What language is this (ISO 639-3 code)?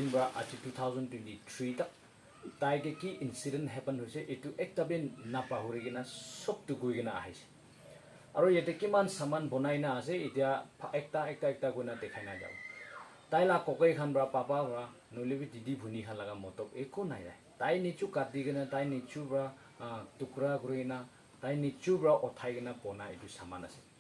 nag